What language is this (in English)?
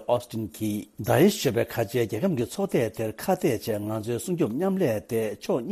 Tibetan